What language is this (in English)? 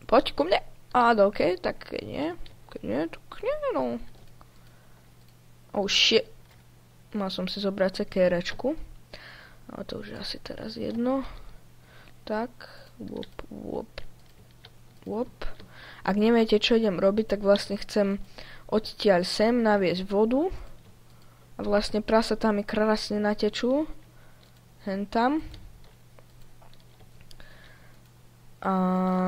Slovak